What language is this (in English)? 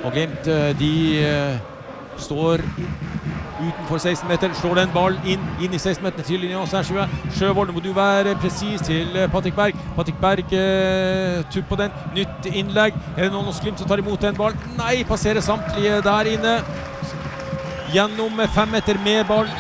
Norwegian